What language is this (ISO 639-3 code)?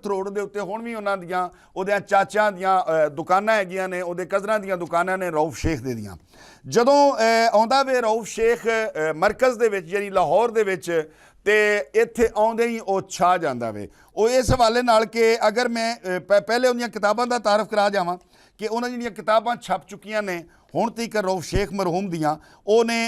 lah